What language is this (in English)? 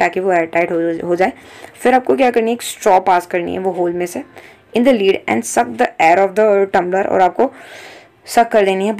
Hindi